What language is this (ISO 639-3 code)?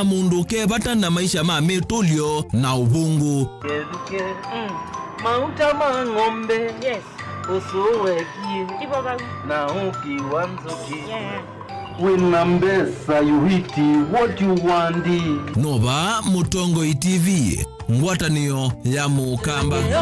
kam